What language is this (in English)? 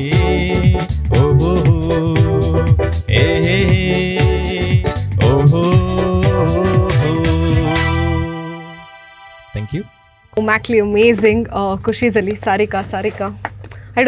Konkani